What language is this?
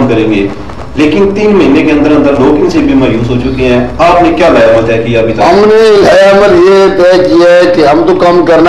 Urdu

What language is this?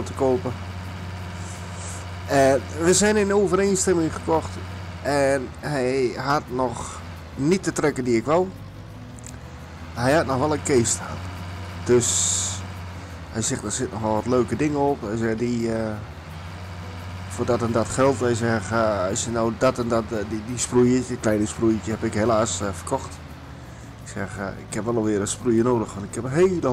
Dutch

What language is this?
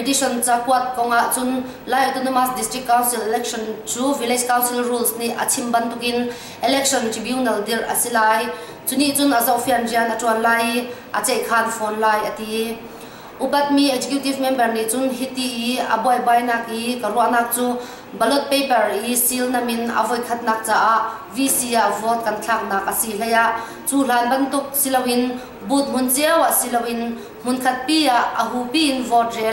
Hakha Chin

